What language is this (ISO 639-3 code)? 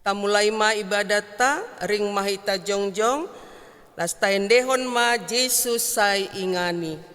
bbc